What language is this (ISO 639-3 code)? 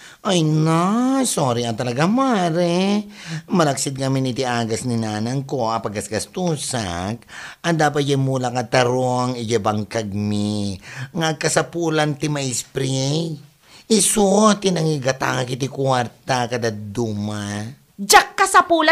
ilo